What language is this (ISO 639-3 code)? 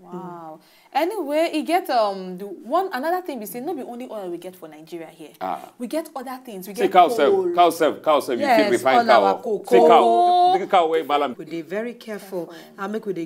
pcm